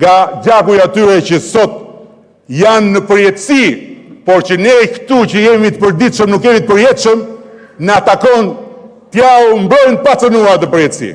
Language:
Albanian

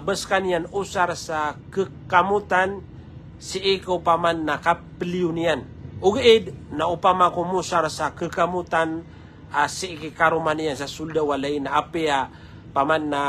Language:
Maranao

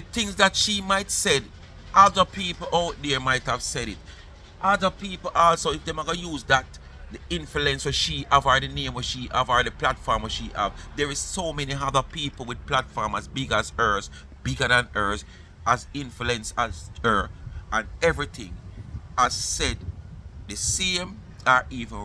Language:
Jamaican Creole English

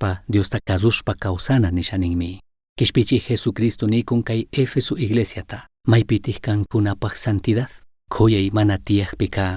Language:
Chimborazo Highland Quichua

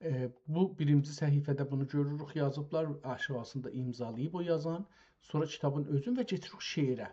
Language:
South Azerbaijani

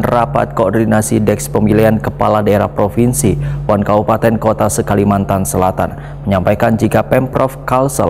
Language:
Banjar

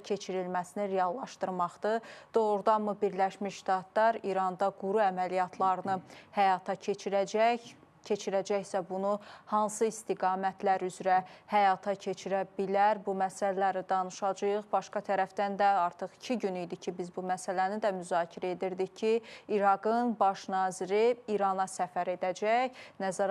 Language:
Azerbaijani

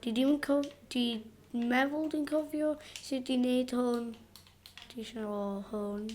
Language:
Welsh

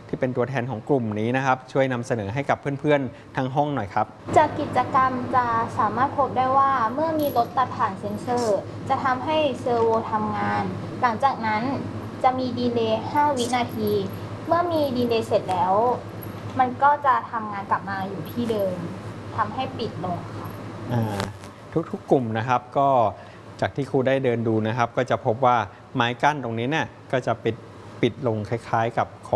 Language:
Thai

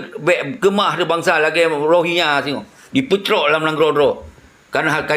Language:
Achinese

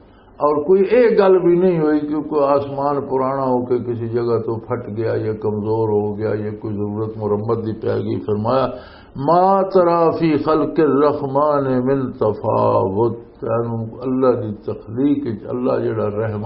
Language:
Western Panjabi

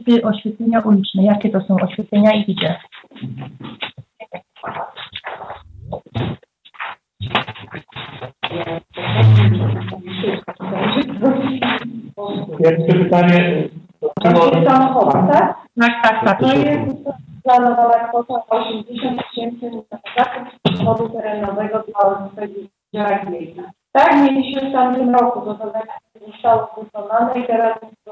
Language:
Polish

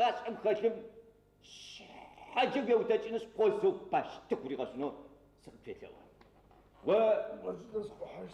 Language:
Adyghe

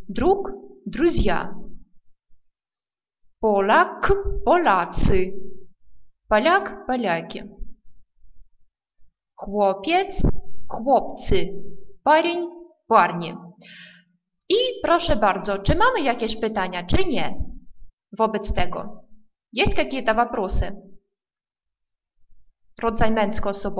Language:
Polish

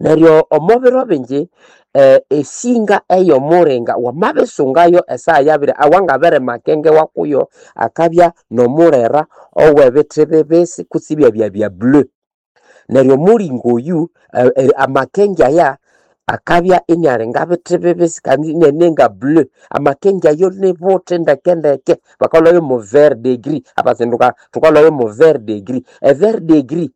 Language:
Nande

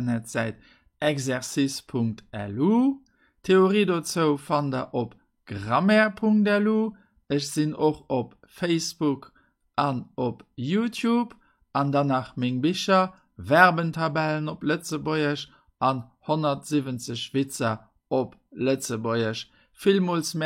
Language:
Luxembourgish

